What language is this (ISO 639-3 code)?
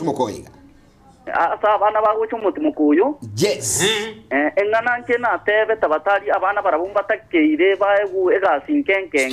guz